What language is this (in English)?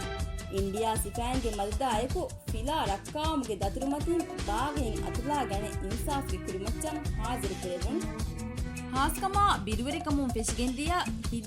Divehi